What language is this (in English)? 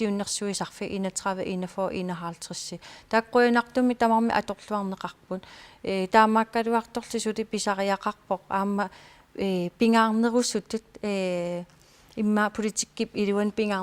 Kalaallisut